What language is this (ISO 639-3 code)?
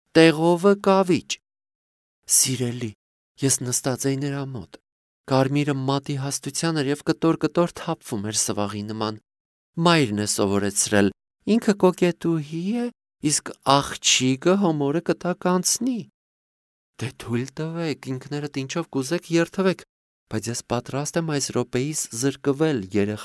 hye